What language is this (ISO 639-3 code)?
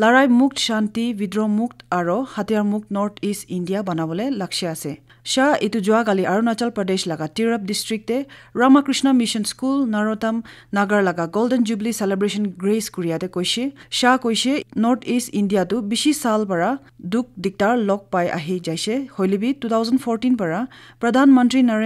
nag